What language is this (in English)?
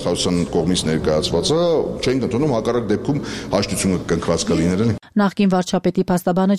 Armenian